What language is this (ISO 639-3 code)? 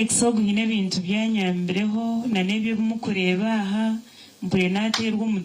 nyn